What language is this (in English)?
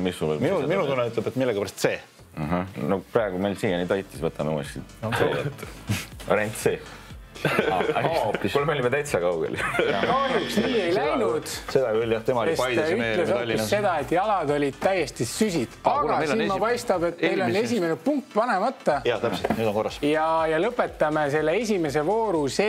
Estonian